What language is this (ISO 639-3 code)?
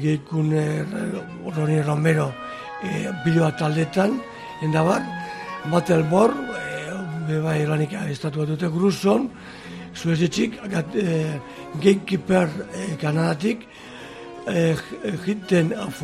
eus